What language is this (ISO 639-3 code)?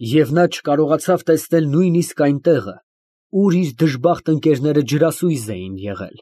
hye